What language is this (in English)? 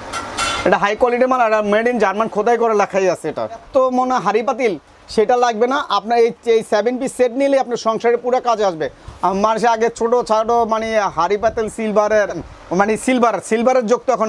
Bangla